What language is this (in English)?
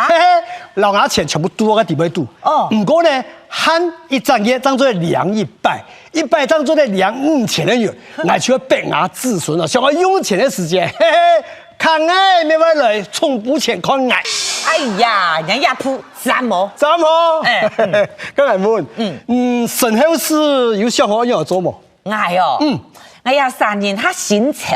Hakka Chinese